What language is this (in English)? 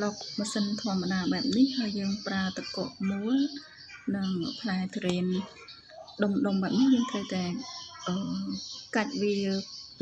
Khmer